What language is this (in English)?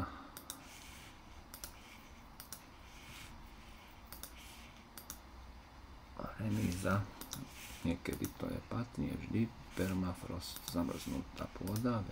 Slovak